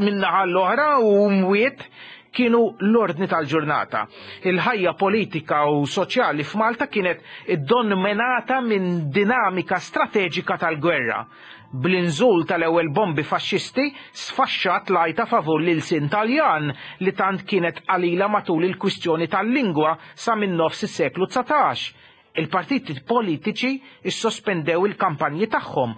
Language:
Maltese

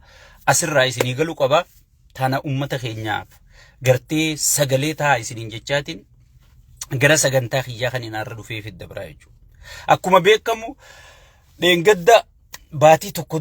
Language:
Oromo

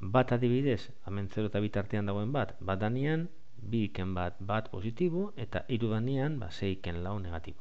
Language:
Basque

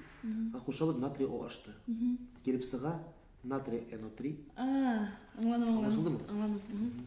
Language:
Bashkir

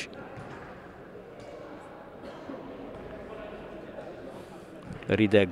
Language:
Hungarian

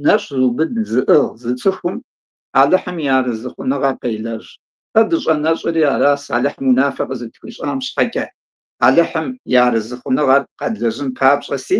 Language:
Kabardian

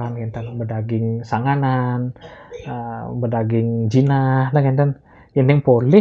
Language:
Balinese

